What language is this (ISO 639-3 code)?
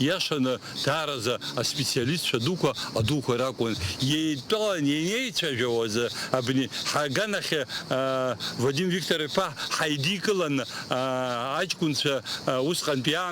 abk